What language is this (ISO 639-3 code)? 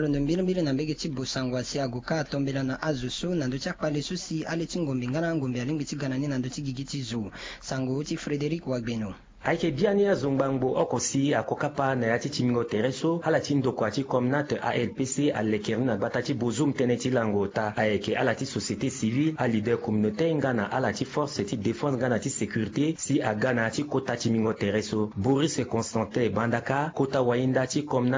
sag